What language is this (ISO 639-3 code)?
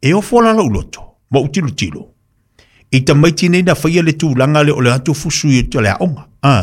smo